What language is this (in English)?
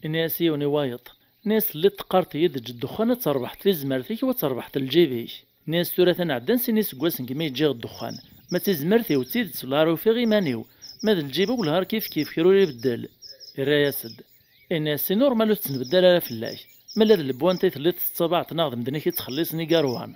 Kabyle